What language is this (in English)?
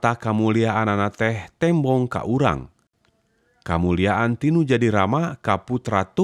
Sundanese